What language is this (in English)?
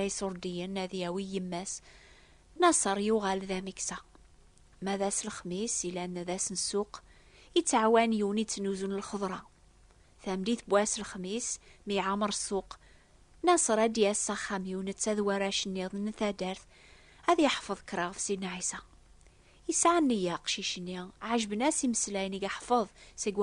Kabyle